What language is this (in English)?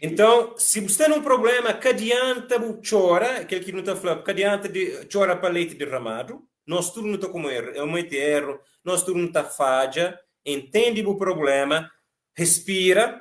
Kabuverdianu